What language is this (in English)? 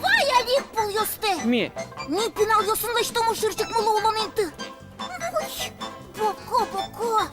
Udmurt